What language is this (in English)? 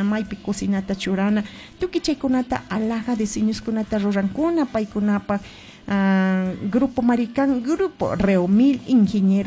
Chimborazo Highland Quichua